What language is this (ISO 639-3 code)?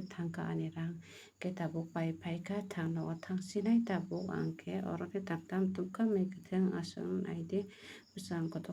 trp